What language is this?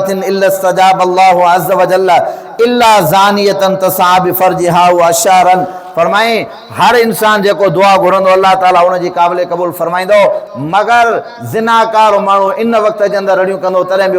Sindhi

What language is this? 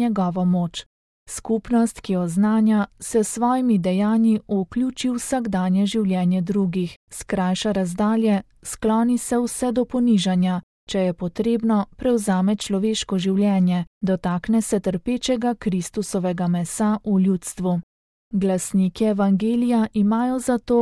Slovenian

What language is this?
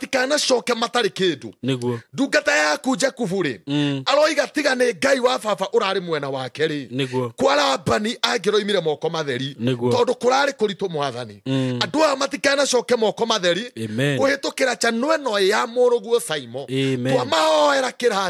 Kikuyu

